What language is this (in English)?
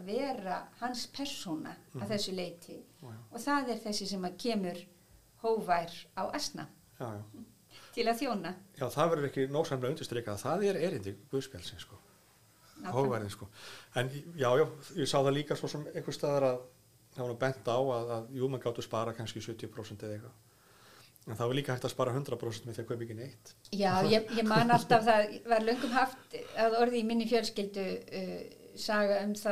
Icelandic